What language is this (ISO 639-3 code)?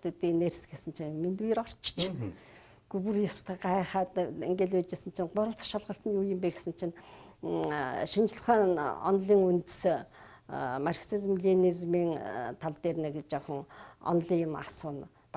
mon